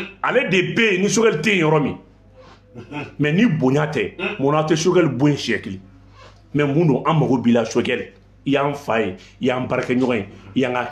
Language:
Bambara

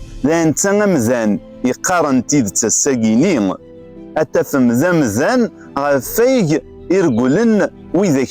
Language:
Kabyle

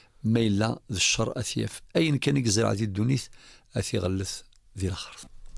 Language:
Kabyle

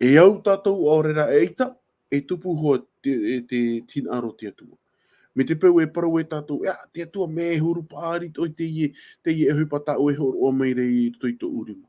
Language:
Tahitian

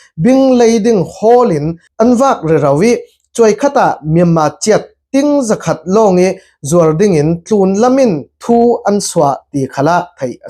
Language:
Falam Chin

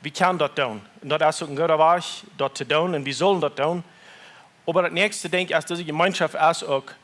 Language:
Plautdietsch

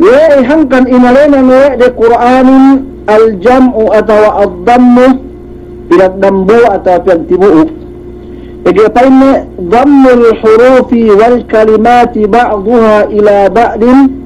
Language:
Yakan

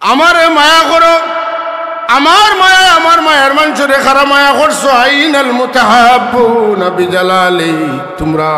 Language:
Sylheti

